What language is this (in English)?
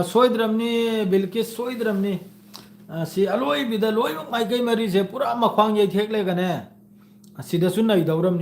Manipuri